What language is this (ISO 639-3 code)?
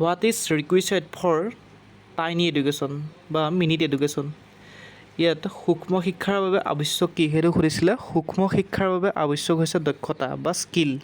asm